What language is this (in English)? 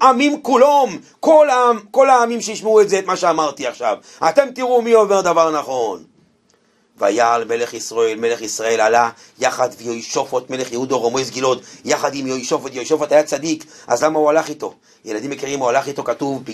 Hebrew